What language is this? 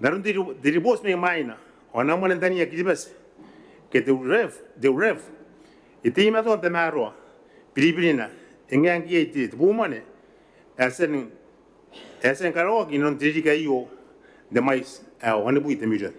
Gilbertese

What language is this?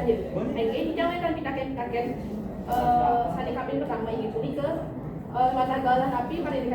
Balinese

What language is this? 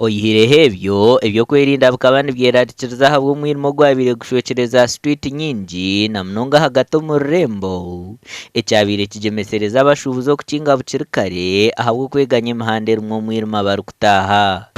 Nyankole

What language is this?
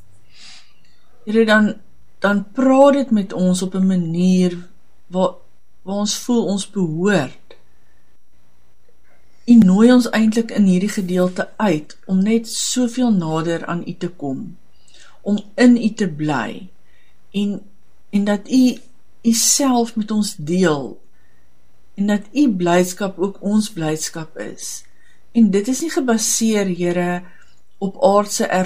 Afrikaans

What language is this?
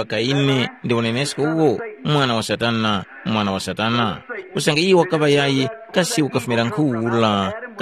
Tumbuka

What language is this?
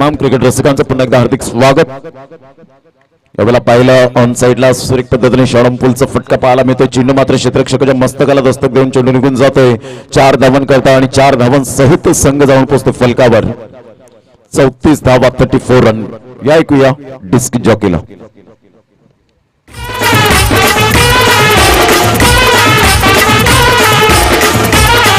Marathi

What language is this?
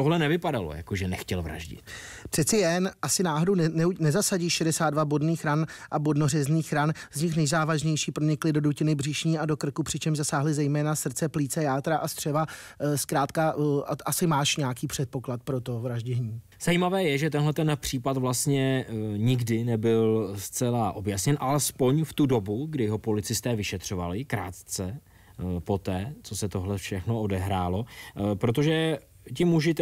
Czech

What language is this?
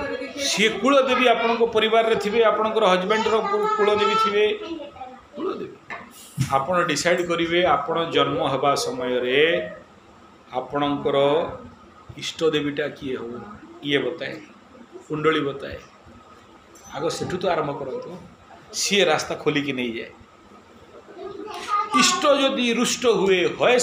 Odia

